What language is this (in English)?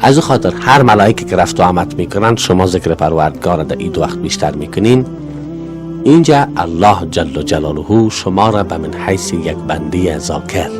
Persian